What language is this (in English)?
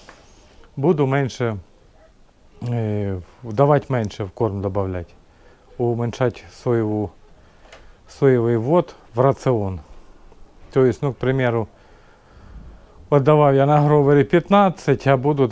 Ukrainian